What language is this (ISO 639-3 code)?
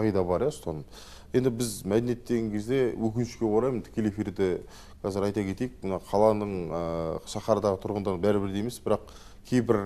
kaz